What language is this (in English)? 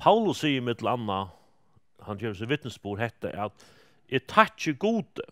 Faroese